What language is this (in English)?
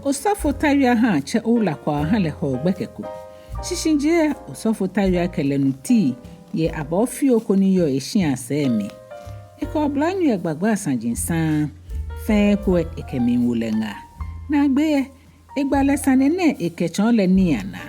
Ga